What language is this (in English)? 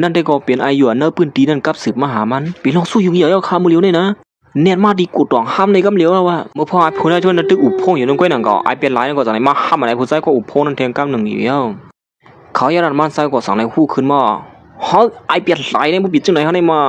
Shan